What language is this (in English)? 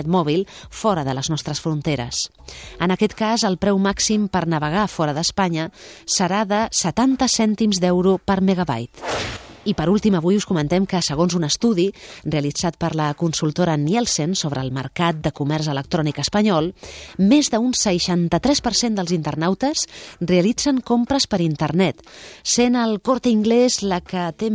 Catalan